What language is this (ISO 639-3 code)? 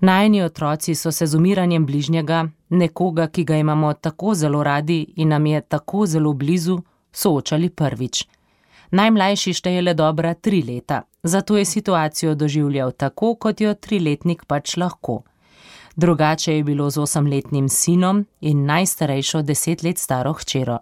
slv